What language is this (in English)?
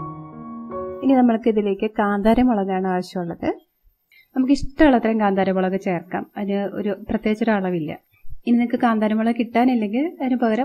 Malayalam